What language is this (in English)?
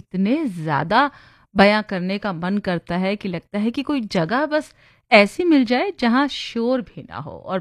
Hindi